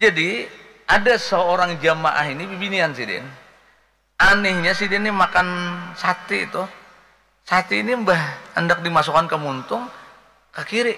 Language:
Banjar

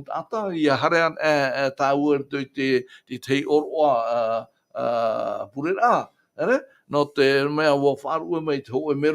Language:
Tahitian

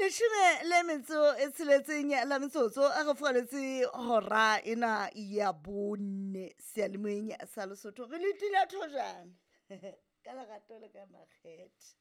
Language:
Southern Sotho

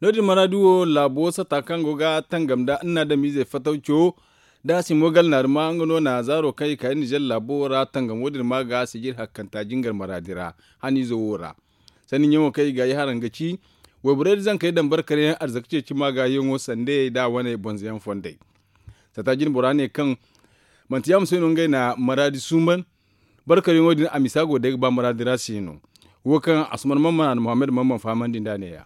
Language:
Zarma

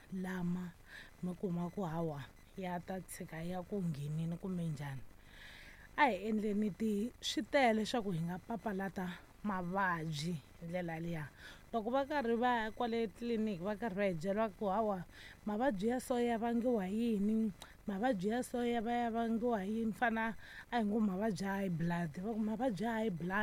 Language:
Tsonga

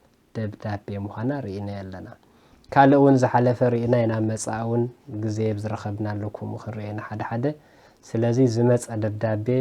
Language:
Tigrinya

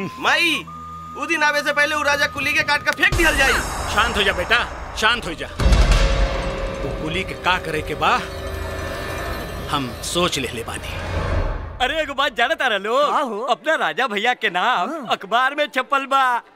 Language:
Bhojpuri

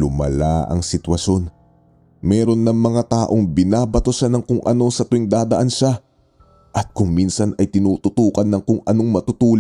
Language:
Filipino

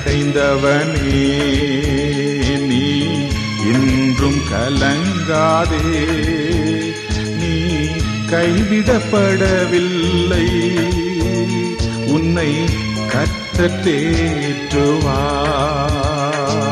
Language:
Tamil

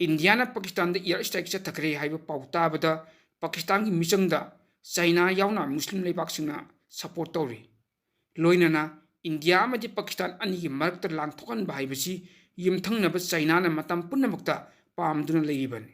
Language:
Manipuri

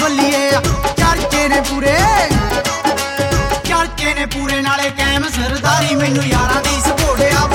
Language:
Punjabi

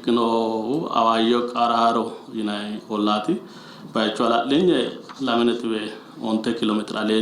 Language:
Sidamo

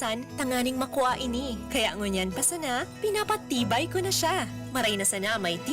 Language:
Bikol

